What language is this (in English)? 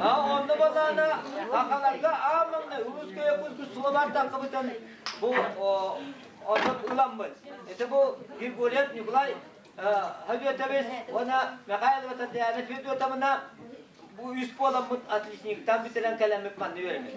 Yakut